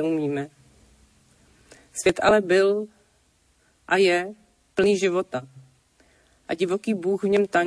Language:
Czech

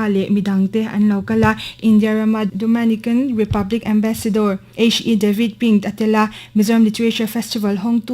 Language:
Mizo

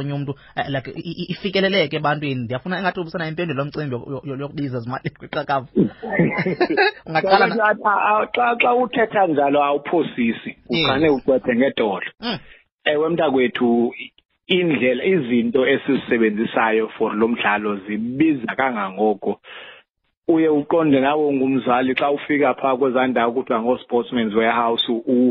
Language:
Xhosa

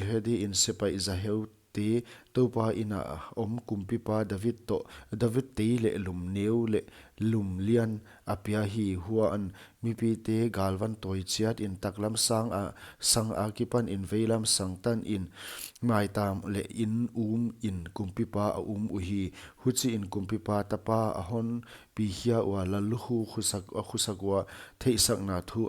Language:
Paite Chin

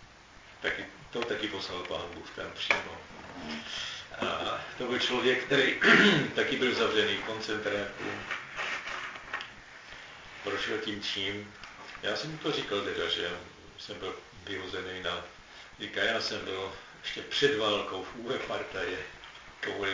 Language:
Czech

